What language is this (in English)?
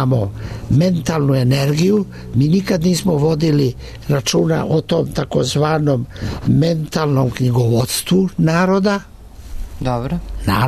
Serbian